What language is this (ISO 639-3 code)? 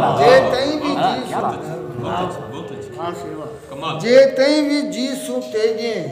skr